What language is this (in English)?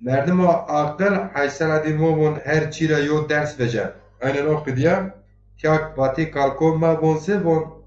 Zaza